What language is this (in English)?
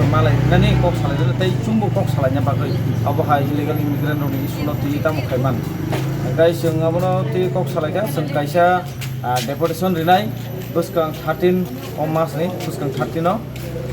Kok Borok